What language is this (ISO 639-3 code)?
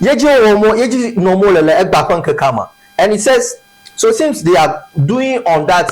ewe